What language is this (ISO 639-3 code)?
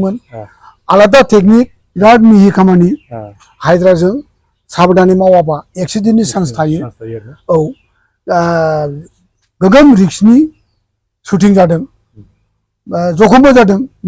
brx